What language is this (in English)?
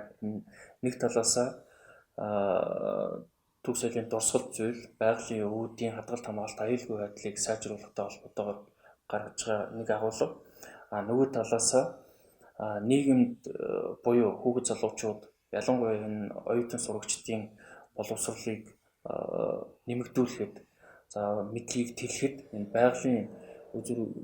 Mongolian